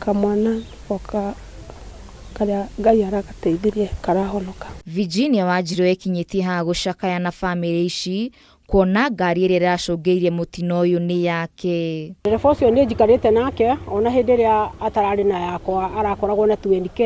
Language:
Kikuyu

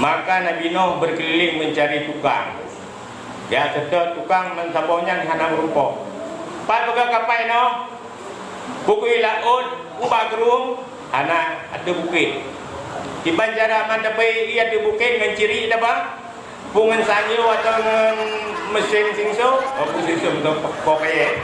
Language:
Achinese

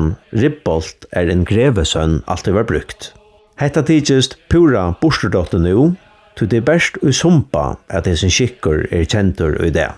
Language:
Faroese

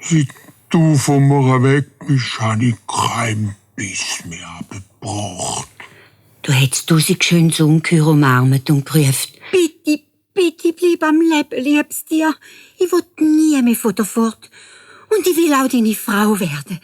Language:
Swiss German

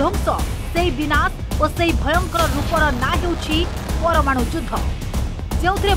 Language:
Odia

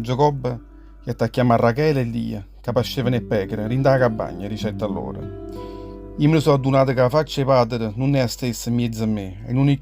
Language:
Neapolitan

